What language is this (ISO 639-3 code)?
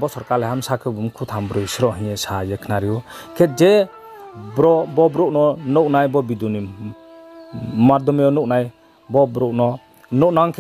ria